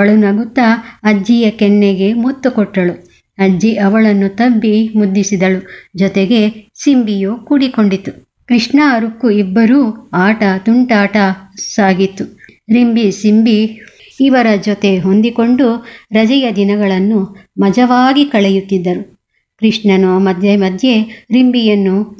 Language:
Kannada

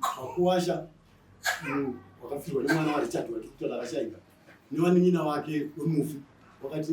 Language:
Shona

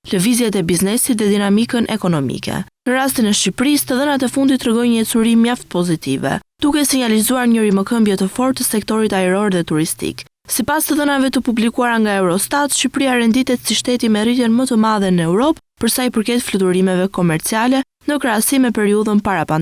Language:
Albanian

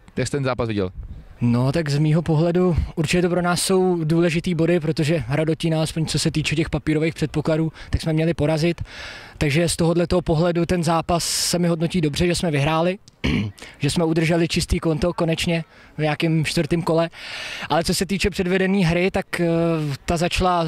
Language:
Czech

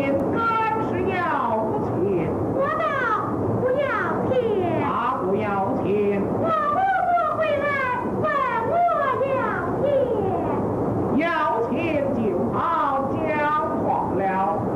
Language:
Chinese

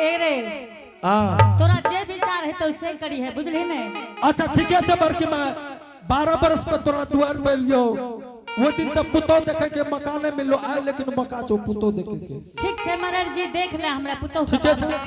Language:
Angika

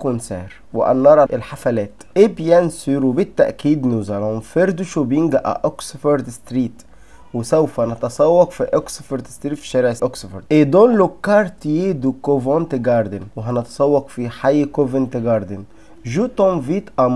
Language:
Egyptian Arabic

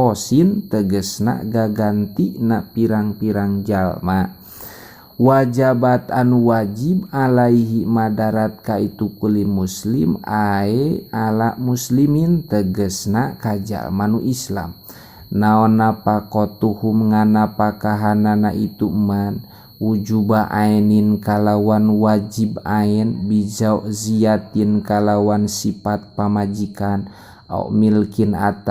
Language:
Sundanese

